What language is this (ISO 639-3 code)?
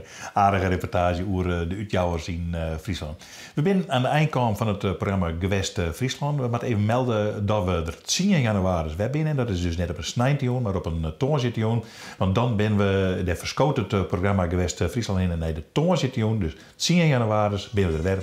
fry